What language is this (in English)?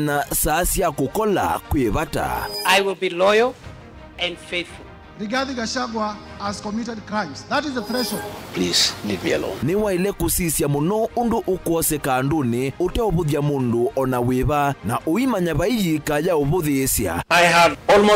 Kamba